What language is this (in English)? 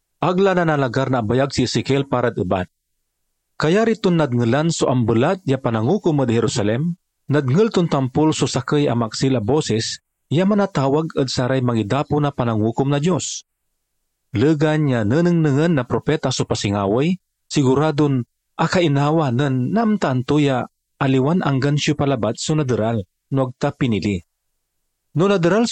Pangasinan